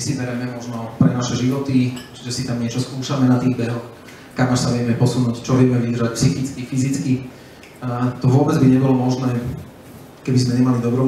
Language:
Slovak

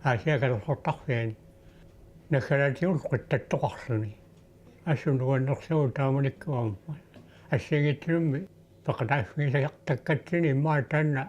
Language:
Kalaallisut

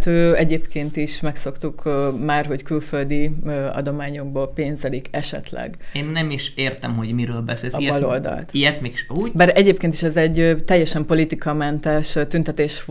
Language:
Hungarian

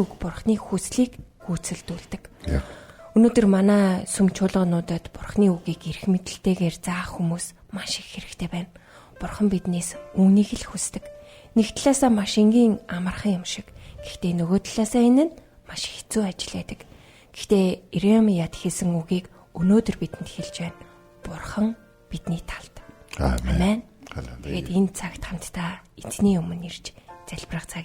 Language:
Mongolian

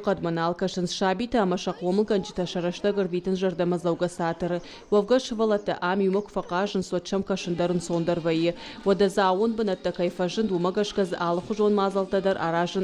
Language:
Ossetic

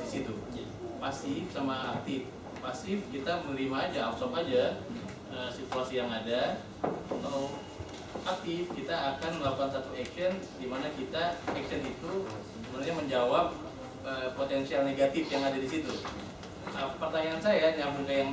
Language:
Indonesian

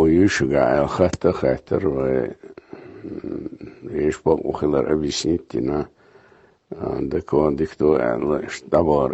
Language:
Chechen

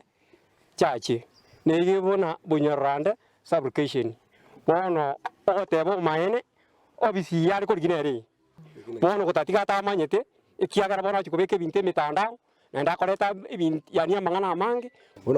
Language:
Gusii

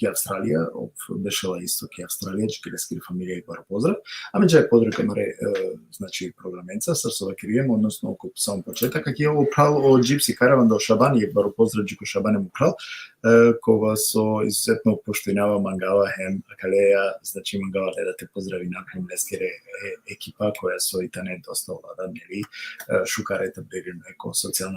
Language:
Balkan Romani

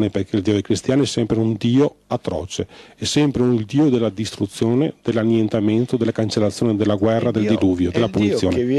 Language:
Italian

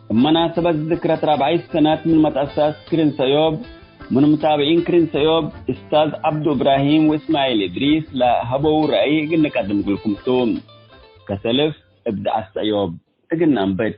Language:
Tigre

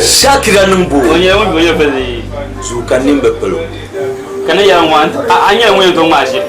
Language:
Dagbani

